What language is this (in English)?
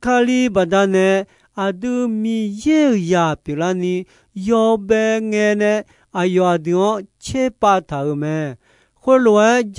Akha